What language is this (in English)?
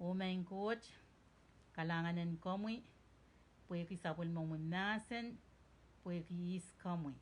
Pohnpeian